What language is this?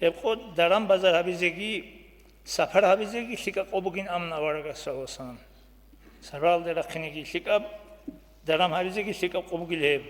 Avaric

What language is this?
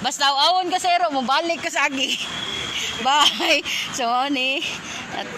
Cebuano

